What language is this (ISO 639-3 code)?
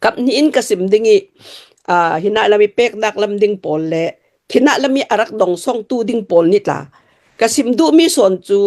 cnh